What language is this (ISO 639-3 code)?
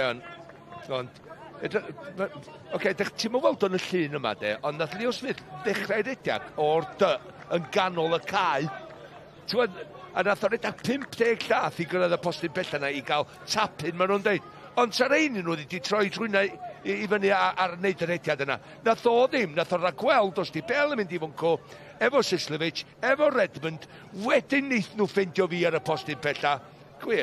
cym